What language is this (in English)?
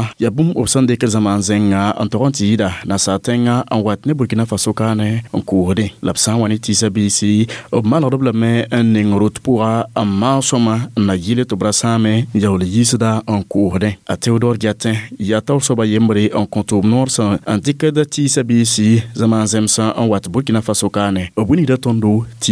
Mossi